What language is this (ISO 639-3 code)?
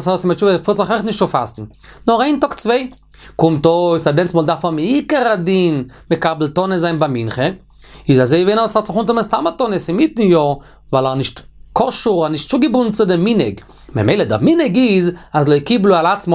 yid